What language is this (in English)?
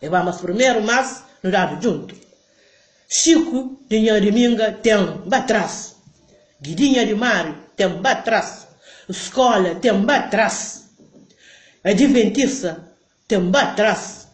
Kabuverdianu